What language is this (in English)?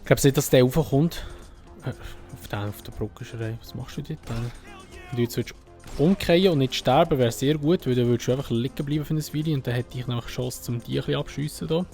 Swiss German